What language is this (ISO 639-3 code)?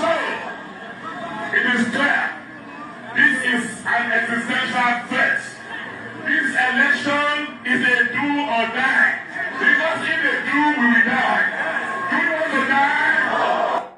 pcm